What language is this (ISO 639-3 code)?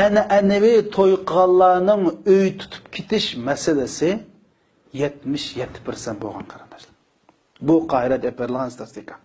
uig